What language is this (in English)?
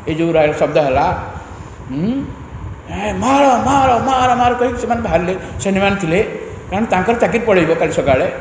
Odia